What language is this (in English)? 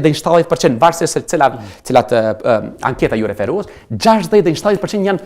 Albanian